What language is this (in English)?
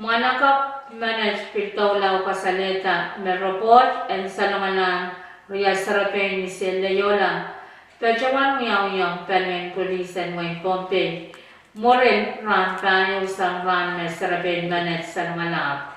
Pohnpeian